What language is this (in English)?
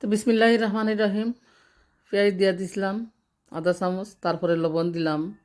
Sylheti